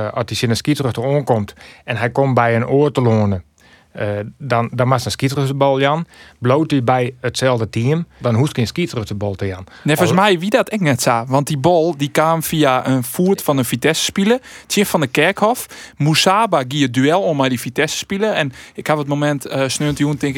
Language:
Western Frisian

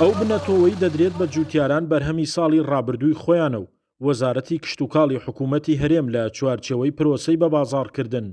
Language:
Central Kurdish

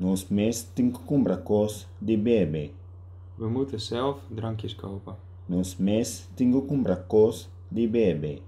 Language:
Papiamento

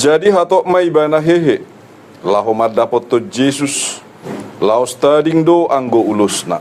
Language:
Batak Toba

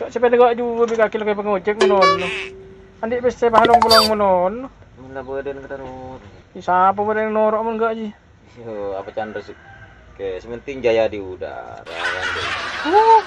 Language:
Madurese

